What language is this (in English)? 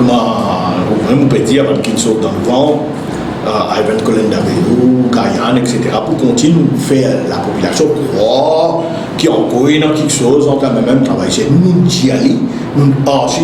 Morisyen